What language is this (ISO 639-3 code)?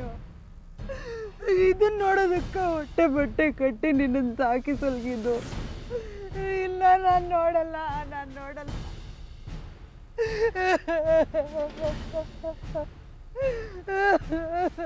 kan